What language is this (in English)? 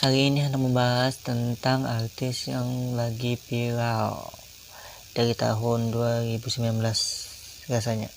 Banjar